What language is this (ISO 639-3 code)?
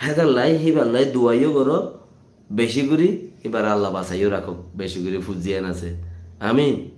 rhg